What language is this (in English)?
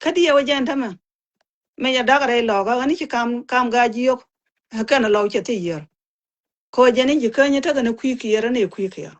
Nuer